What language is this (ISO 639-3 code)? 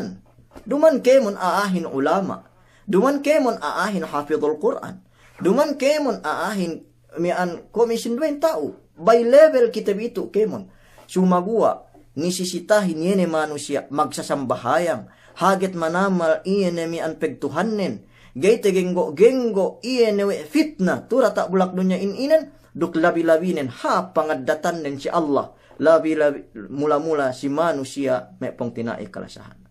yka